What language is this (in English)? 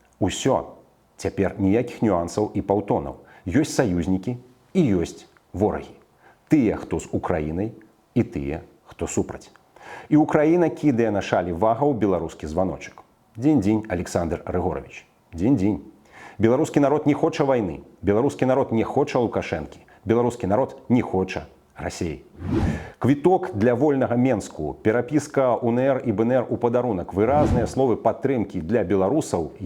Belarusian